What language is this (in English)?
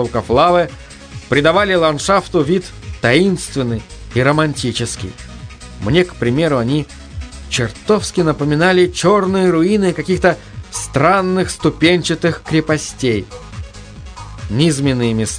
Russian